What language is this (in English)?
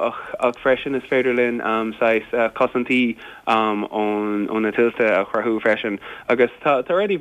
Irish